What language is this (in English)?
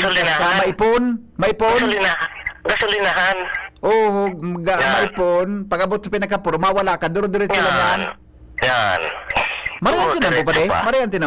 Bikol